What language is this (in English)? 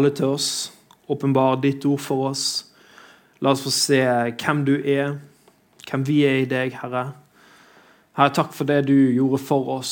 Norwegian